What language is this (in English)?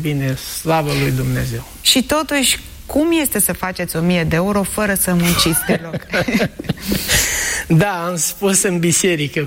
Romanian